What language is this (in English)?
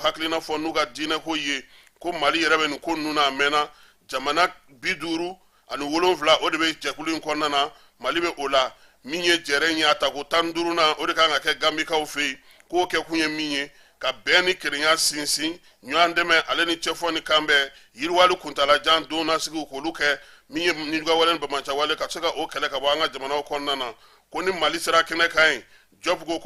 Bambara